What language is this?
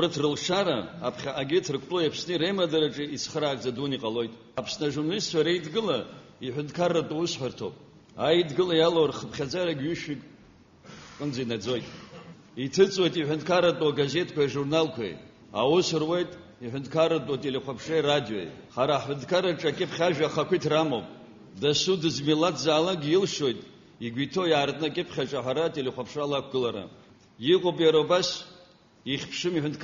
Abkhazian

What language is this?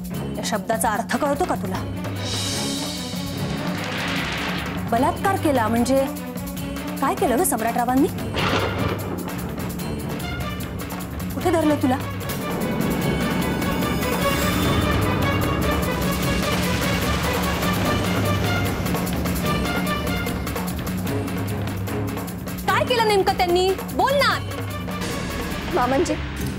Marathi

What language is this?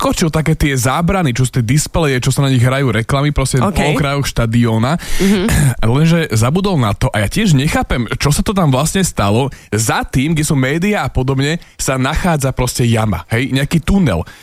Slovak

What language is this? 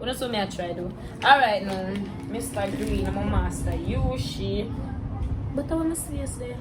Jamaican Creole English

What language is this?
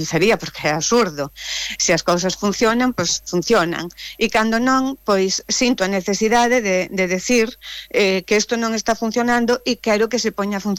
Galician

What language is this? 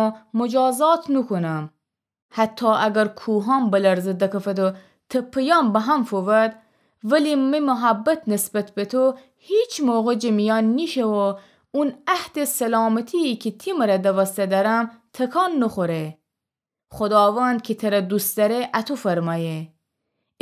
Gilaki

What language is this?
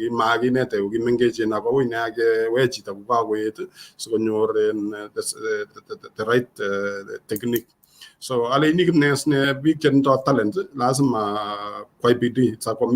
Kalenjin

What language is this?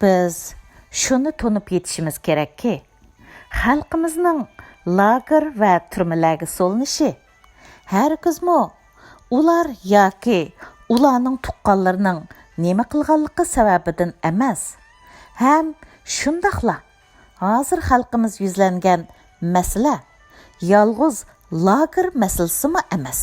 Uyghur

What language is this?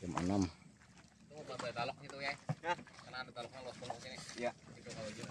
Banjar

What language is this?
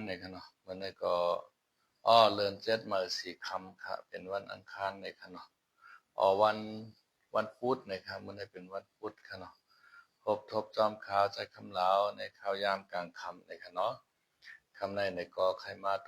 Shan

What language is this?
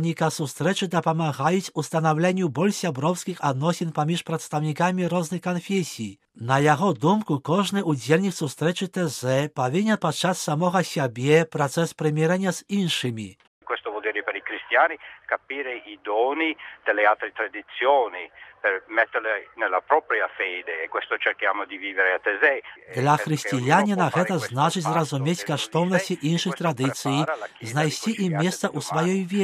Belarusian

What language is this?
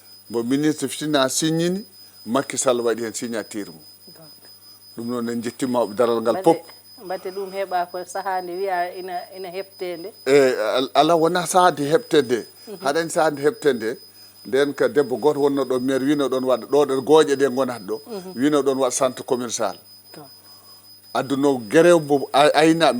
Fula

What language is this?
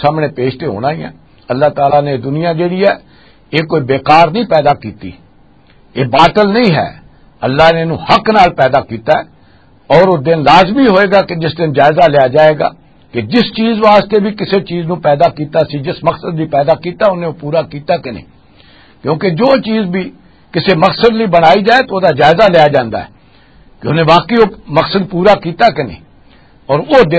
Western Panjabi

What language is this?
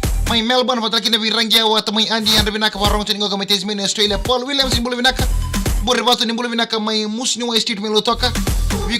Fijian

